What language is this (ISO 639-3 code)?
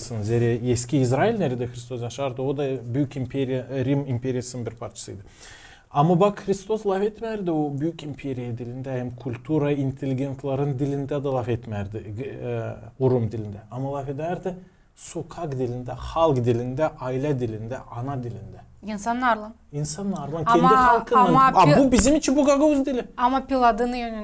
gag